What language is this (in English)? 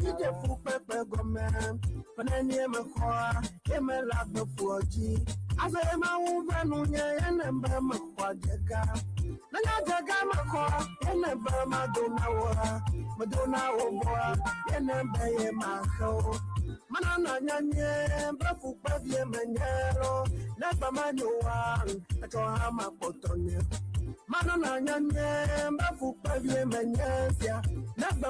Ewe